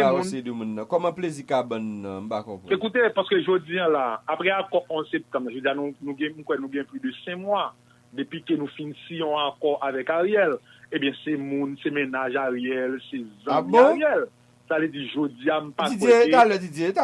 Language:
Haitian Creole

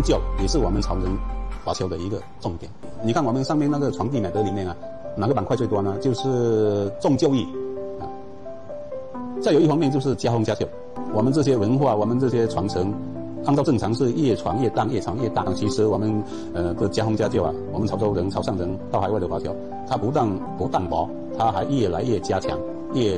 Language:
Chinese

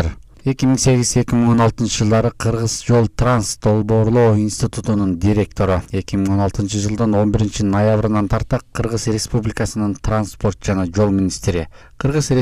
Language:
Kyrgyz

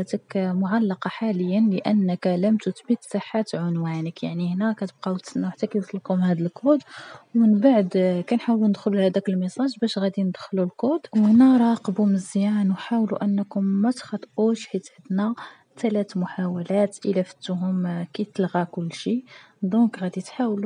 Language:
Moroccan Arabic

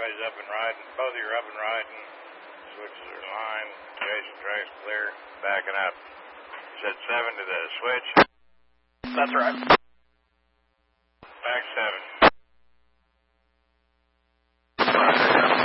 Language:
English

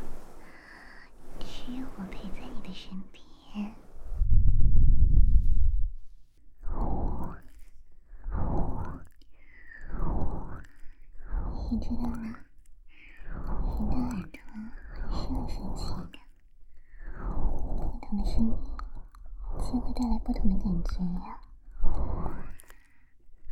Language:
Chinese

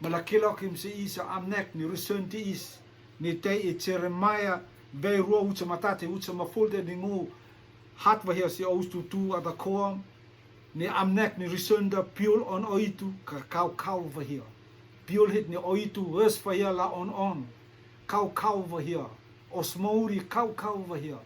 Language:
Rotuman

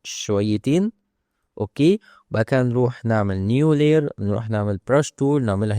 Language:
Egyptian Arabic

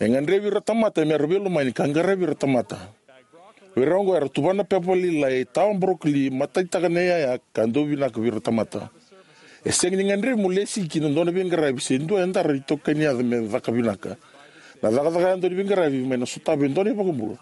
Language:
Fijian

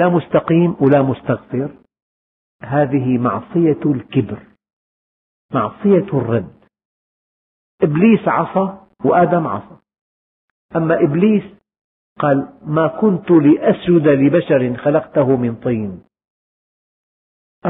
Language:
Arabic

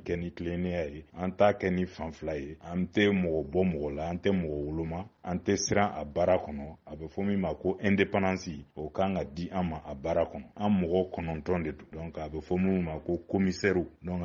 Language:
Bambara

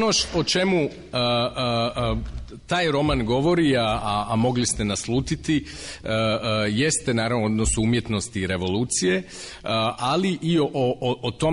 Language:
Croatian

